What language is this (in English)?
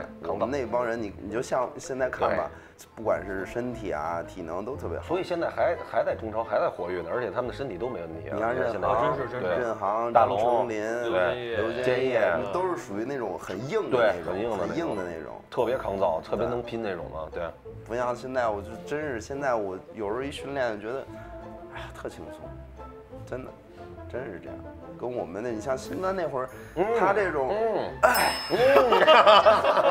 Chinese